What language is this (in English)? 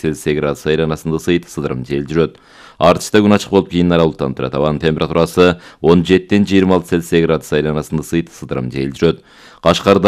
Kyrgyz